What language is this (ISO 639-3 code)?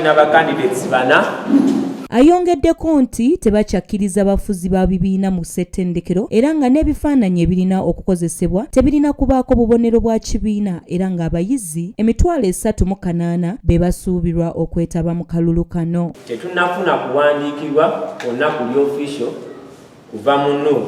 lug